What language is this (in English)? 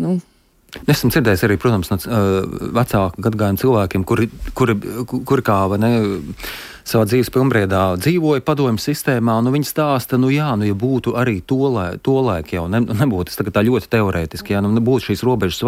Latvian